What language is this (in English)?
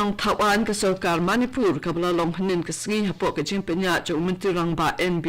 Khasi